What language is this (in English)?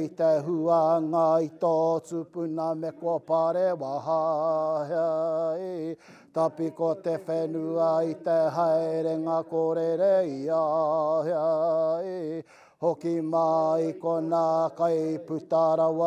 Māori